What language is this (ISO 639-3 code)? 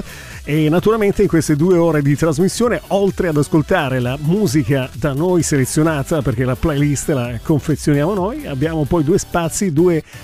ita